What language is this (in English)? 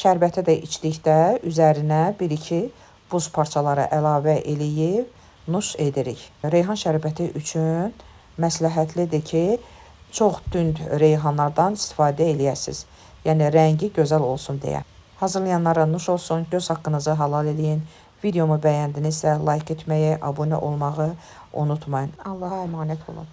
Azerbaijani